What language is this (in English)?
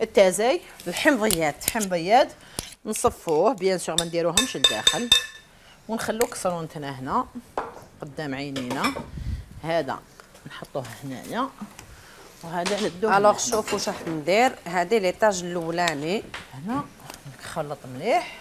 Algerian Arabic